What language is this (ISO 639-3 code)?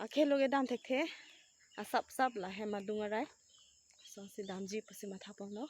mjw